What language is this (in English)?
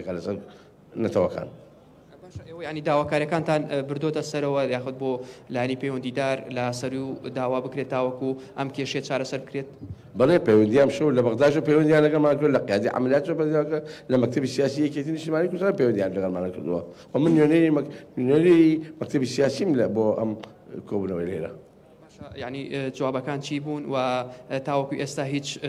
Central Kurdish